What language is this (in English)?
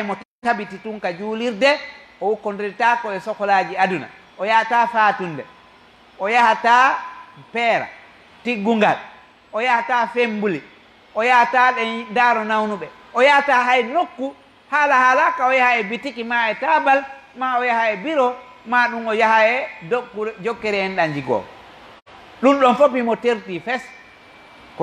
Fula